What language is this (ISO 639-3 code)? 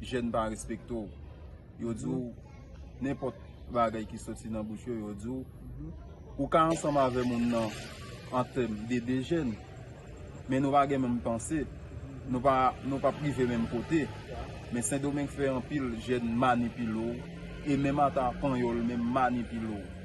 hat